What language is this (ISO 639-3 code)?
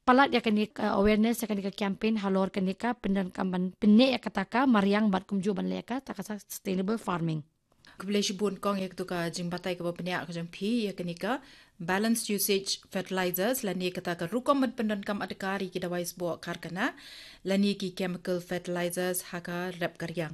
kha